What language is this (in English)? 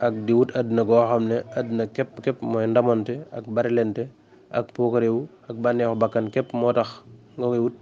Wolof